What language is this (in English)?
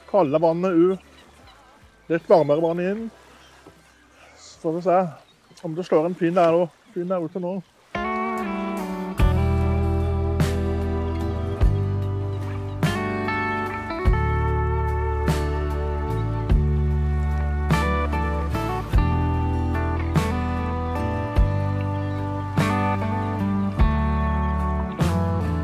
Norwegian